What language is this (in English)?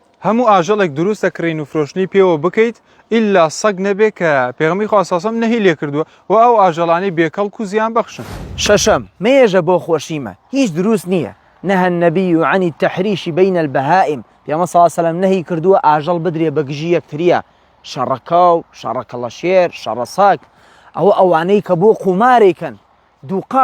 Central Kurdish